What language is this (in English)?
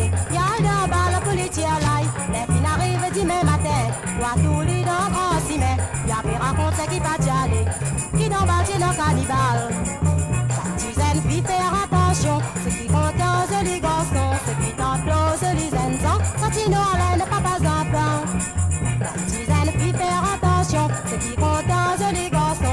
Morisyen